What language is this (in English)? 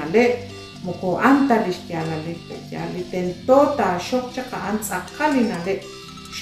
Kekchí